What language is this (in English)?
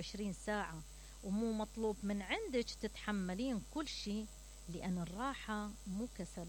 Mesopotamian Arabic